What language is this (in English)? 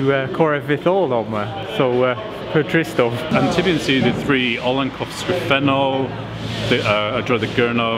Cornish